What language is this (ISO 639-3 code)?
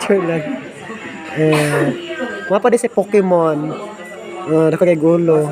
ceb